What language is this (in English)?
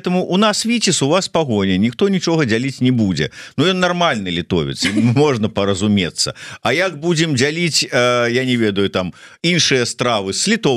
Belarusian